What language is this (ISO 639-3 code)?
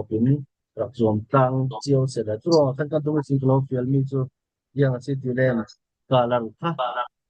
cfm